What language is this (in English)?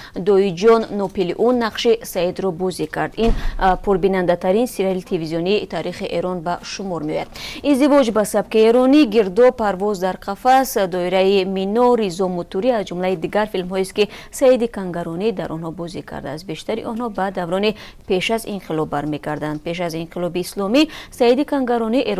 Tajik